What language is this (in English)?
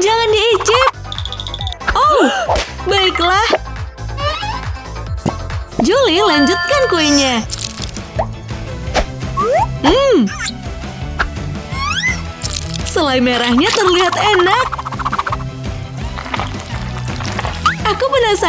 Indonesian